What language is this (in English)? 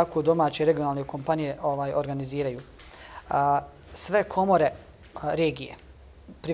Bosnian